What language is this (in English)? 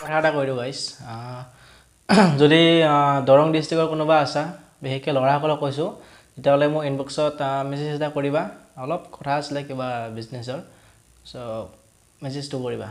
Assamese